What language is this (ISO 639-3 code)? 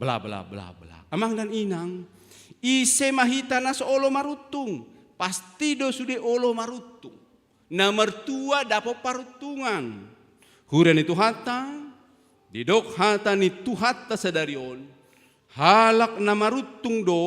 bbc